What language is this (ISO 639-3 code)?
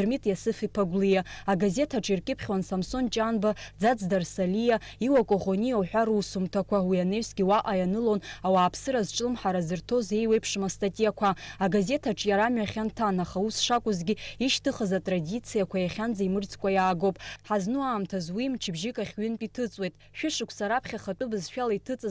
abk